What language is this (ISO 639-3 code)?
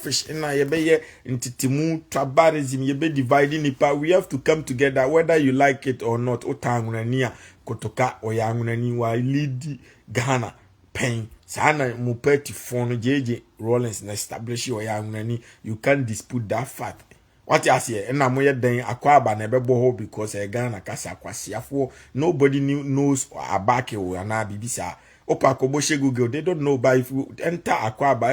aka